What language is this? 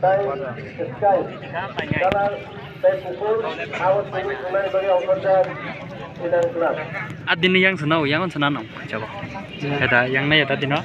Kok Borok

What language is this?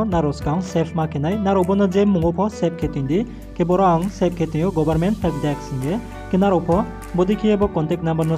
Riang (India)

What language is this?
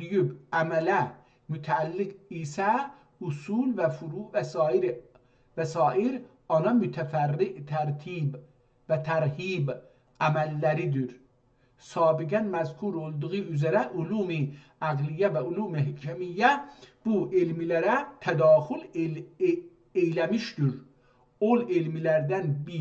South Azerbaijani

